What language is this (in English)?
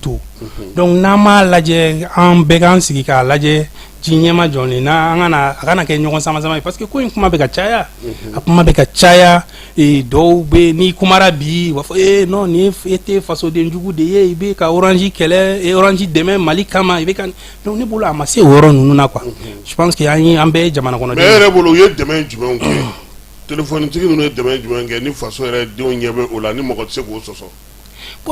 Bambara